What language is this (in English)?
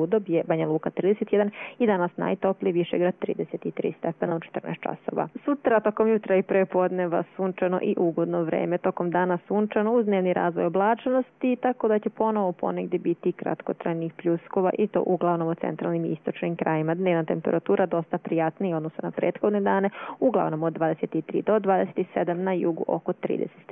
Croatian